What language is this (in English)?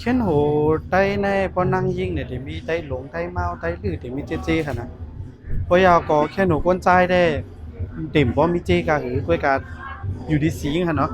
Shan